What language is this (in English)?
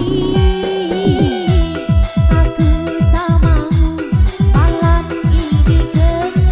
Indonesian